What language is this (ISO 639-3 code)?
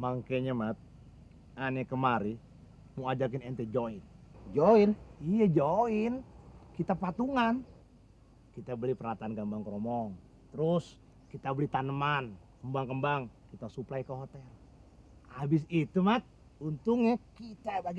bew